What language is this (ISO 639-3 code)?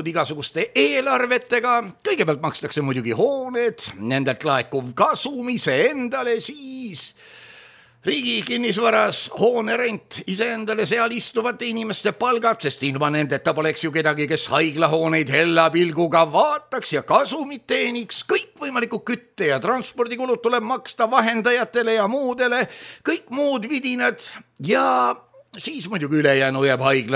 est